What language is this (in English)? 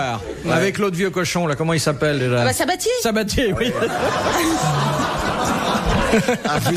French